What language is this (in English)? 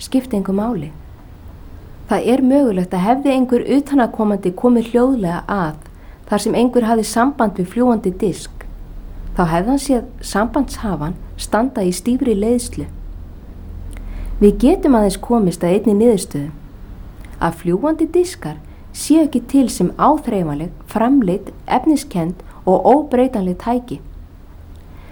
Icelandic